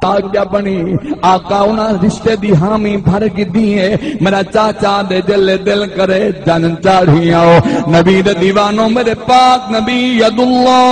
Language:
Saraiki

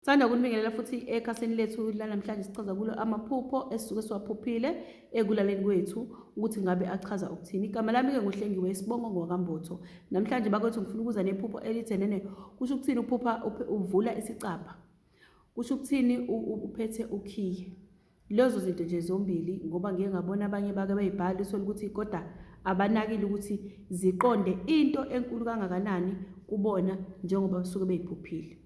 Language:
Zulu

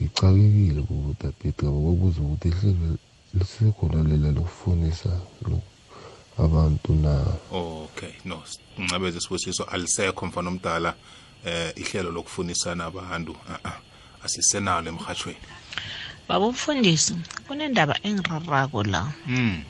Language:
South Ndebele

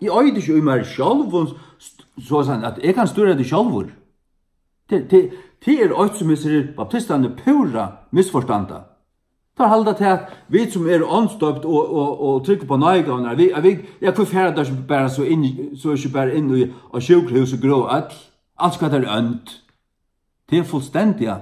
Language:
Faroese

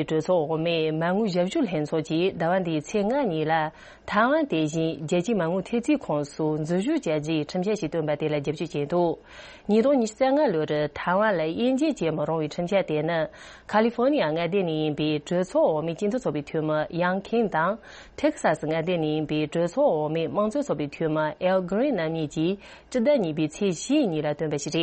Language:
Tibetan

